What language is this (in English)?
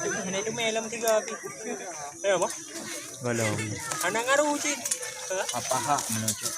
Achinese